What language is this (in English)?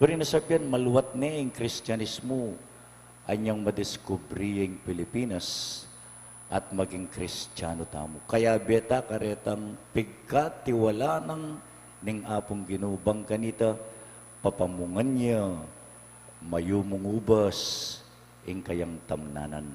Pampanga